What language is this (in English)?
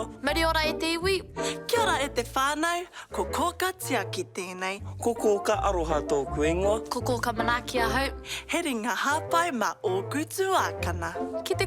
Māori